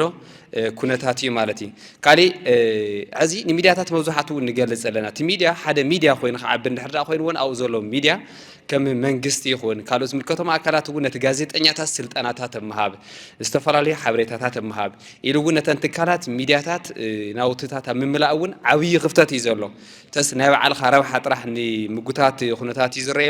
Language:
Tigrinya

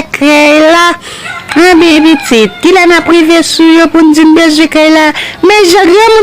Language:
Haitian Creole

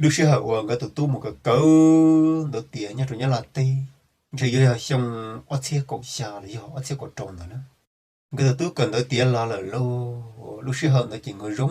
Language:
Hmong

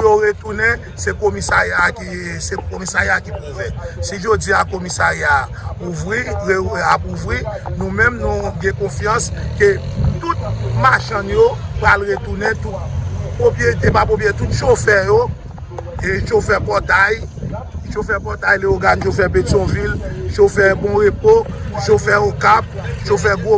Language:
Haitian Creole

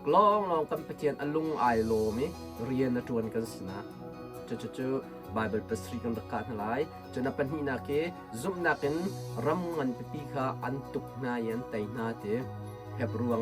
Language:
Hakha Chin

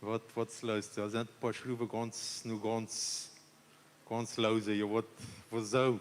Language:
Plautdietsch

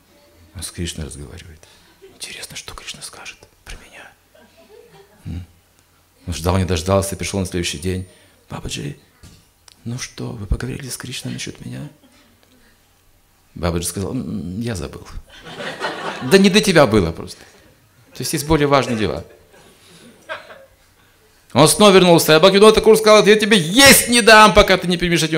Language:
Russian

